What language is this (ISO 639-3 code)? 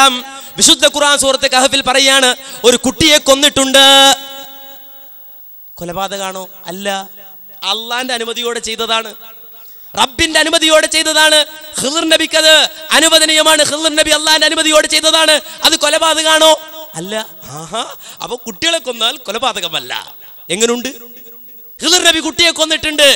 mal